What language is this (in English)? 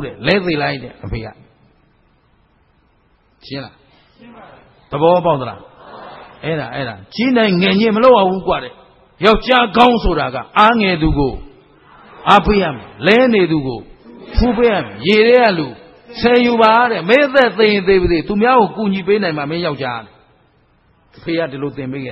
Burmese